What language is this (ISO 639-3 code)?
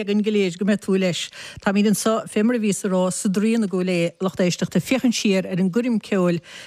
gle